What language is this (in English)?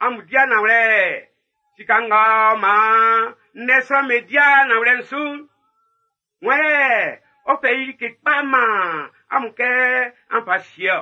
Baoulé